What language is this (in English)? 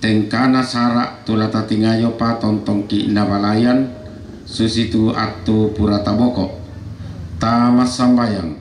Toraja-Sa'dan